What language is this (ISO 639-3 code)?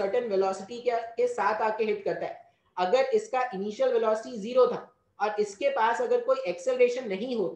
hin